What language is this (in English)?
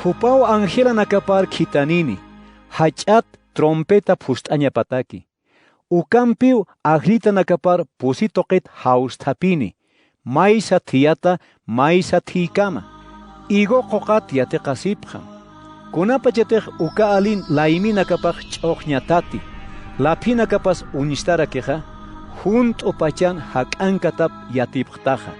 Aymara